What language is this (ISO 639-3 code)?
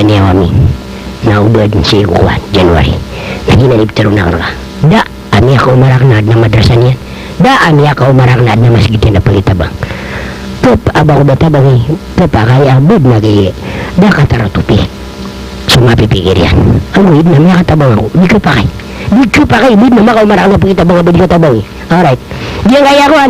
mrw